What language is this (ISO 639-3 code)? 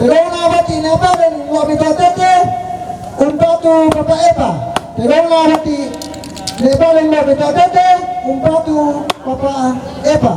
sda